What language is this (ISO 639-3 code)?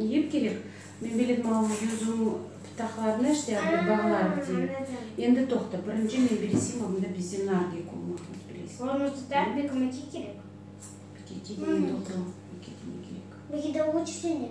crh